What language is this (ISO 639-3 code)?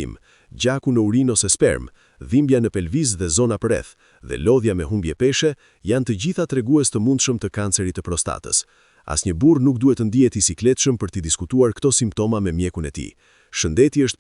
sqi